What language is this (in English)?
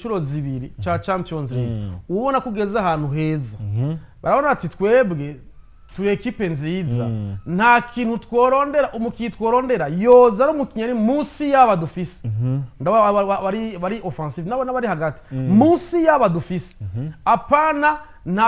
Rundi